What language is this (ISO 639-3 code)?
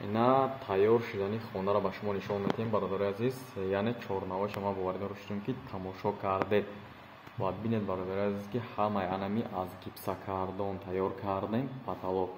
tgk